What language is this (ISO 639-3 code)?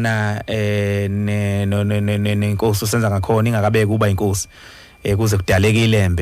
zul